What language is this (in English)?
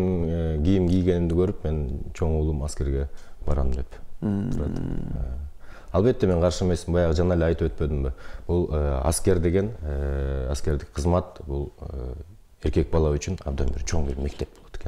Kyrgyz